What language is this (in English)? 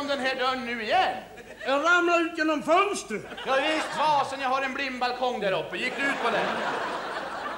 Swedish